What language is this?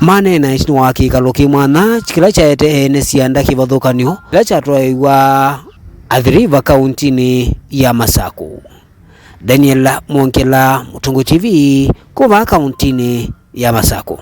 Kamba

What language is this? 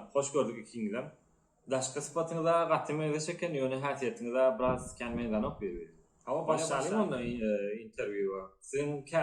Turkmen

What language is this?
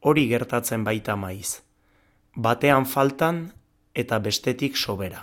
Basque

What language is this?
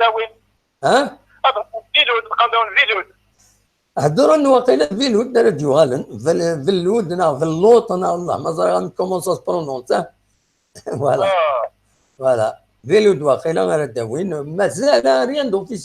Kabyle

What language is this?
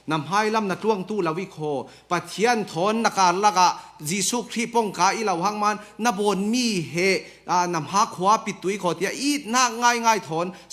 Falam Chin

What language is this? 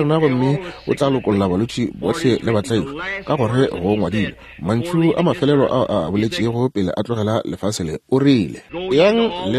Northern Sotho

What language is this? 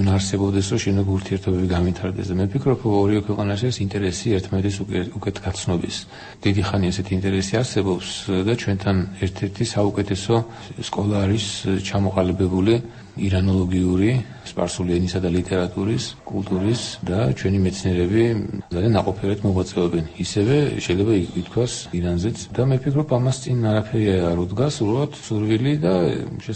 Georgian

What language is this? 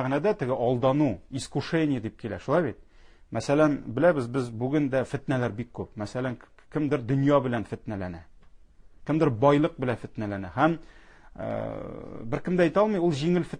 Tatar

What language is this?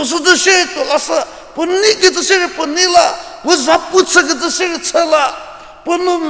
Angami Naga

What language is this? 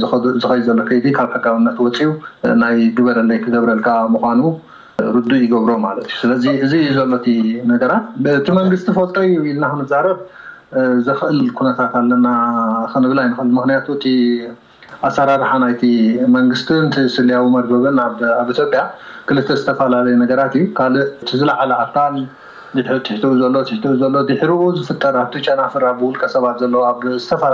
Tigrinya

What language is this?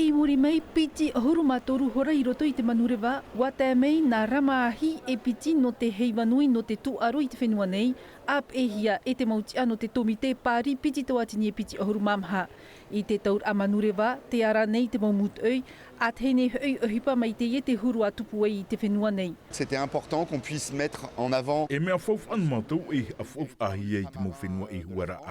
Tahitian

